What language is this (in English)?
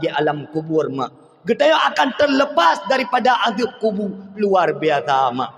Achinese